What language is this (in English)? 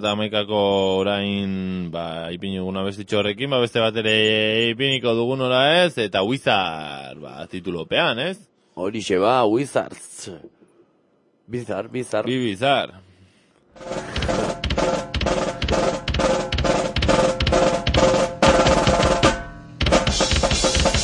Basque